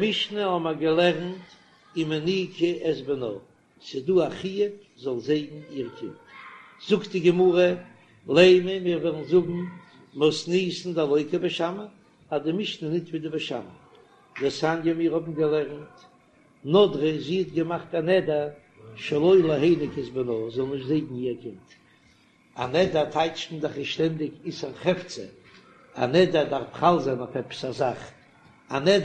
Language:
Yiddish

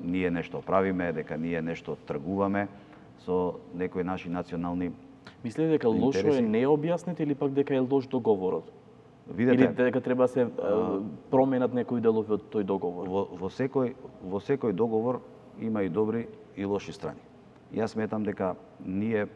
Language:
Macedonian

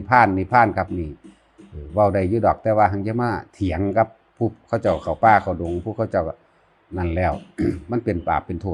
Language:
Northeastern Thai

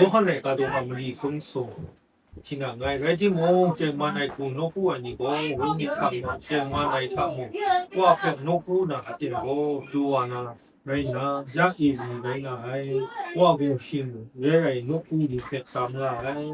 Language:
Kachin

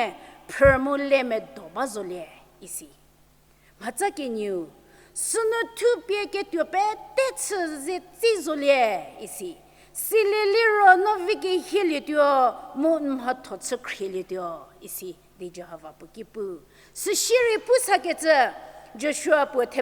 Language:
Angami Naga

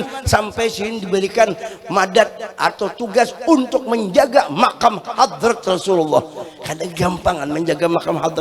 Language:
Banjar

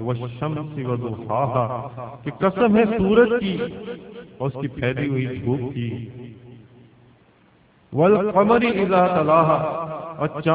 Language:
Urdu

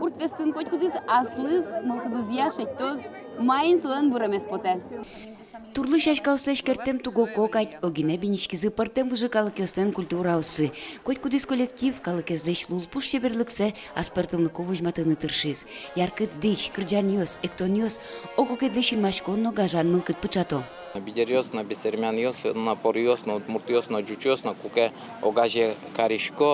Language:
Udmurt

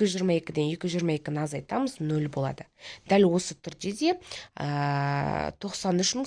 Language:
Kazakh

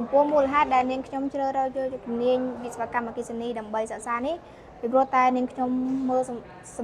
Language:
Khmer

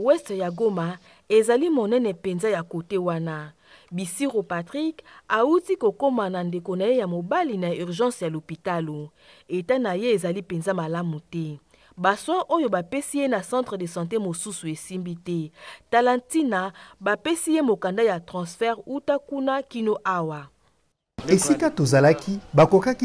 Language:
Lingala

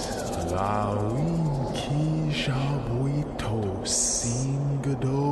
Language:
Ojibwa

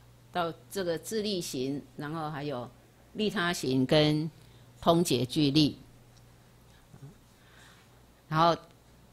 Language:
Chinese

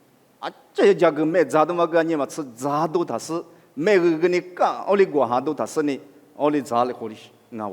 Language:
Lisu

